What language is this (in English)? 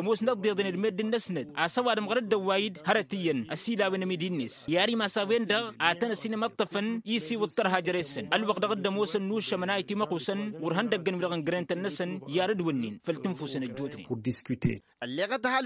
Tamasheq